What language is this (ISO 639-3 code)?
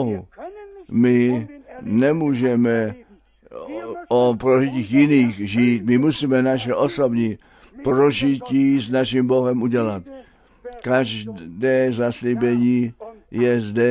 ces